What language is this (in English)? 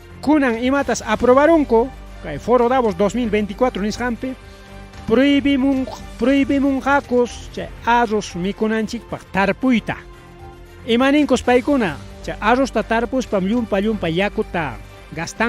Ayacucho Quechua